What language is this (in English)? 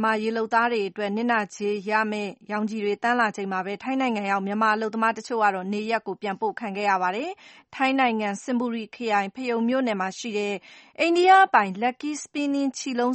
Burmese